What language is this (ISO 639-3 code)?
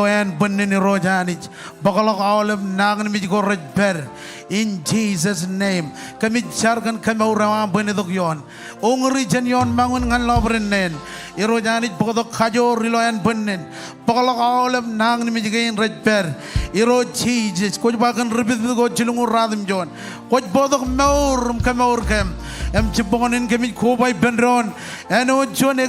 mah